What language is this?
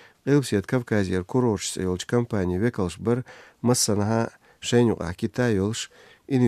Chechen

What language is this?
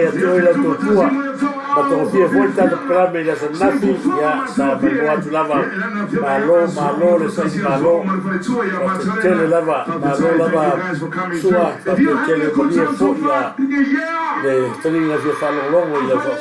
Samoan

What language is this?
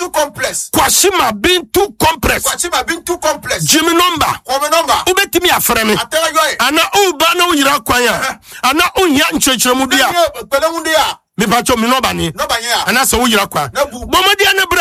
Akan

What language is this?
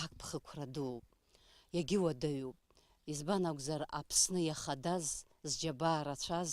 Abkhazian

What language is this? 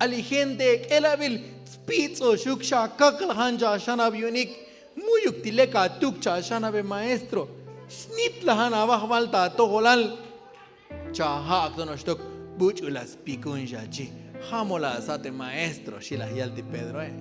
Tzotzil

